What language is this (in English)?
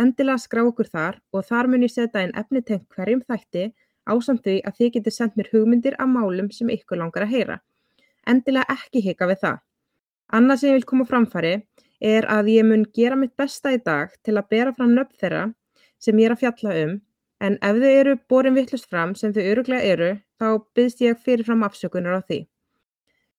Icelandic